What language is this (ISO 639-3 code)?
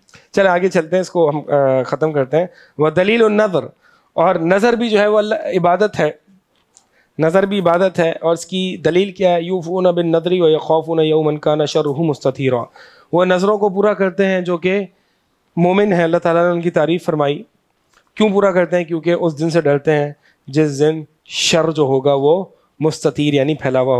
urd